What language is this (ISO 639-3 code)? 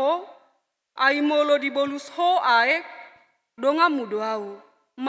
bbc